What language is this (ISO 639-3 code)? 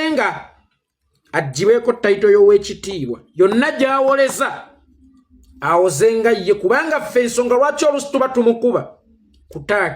lug